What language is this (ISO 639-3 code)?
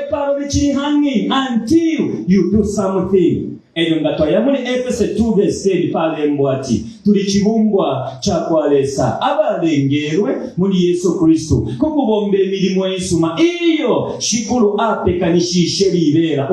bem